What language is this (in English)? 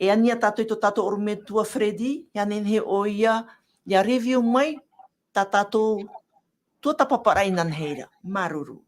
Tahitian